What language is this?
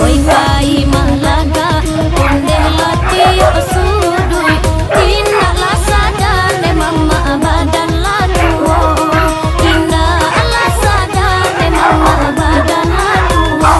Minangkabau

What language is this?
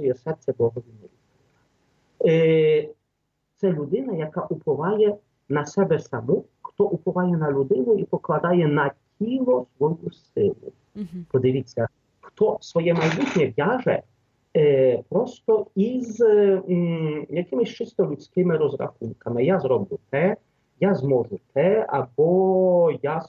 Ukrainian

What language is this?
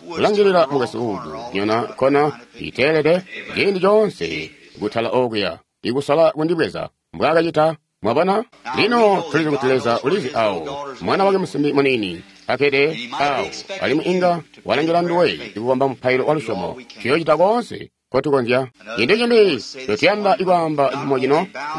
Tonga (Zambia)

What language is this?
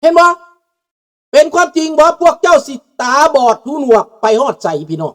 Lao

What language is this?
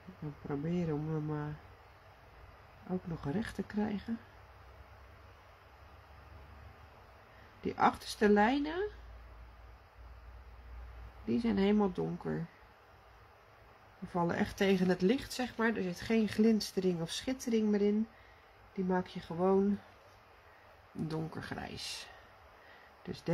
Dutch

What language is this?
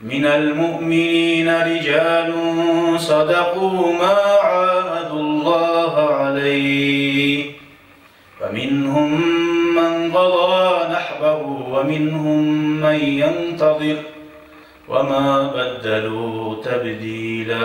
Kumyk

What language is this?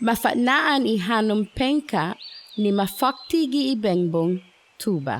Chamorro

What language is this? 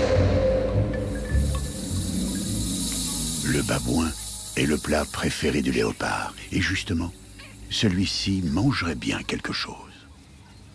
French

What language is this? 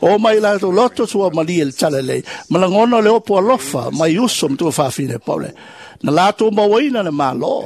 Samoan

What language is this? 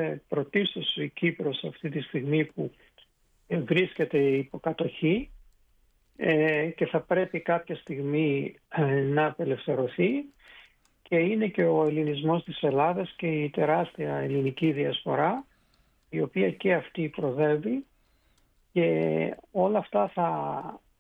Greek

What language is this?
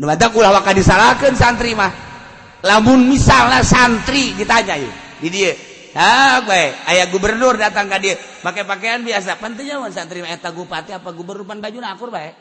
Sundanese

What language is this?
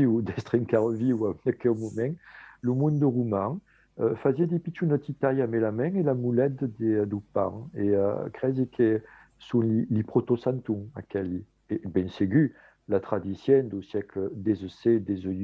Occitan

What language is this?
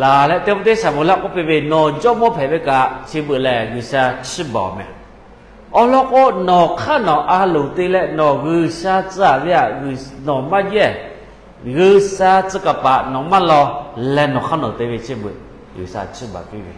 Lahu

